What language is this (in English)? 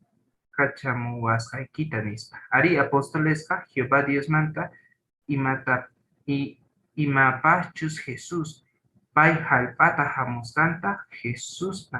South Bolivian Quechua